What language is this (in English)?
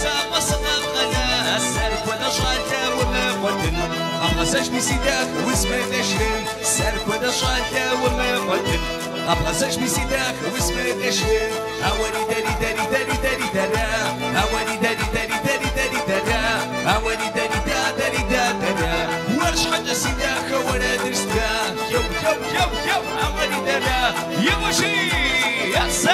Kabardian